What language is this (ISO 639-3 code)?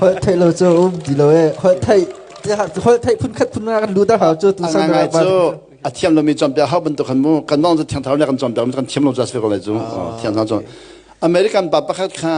cnh